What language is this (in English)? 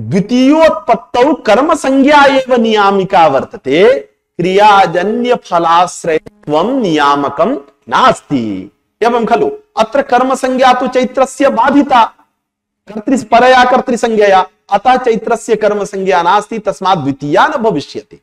Sanskrit